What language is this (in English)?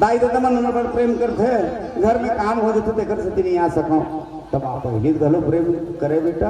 Chhattisgarhi